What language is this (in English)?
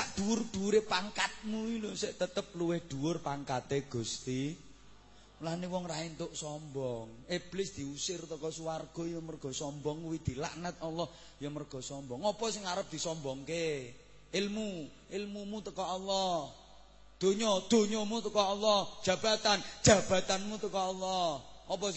Javanese